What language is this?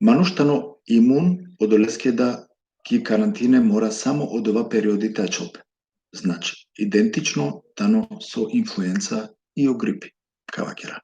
Balkan Romani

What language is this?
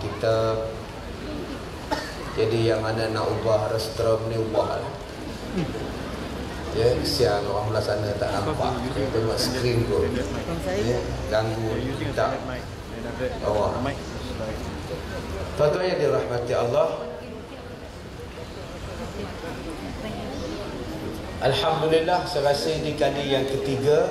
Malay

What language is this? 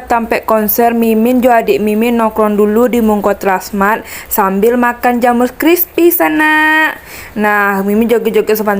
Minangkabau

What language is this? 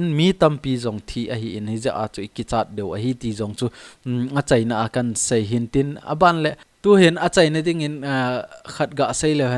Thado Chin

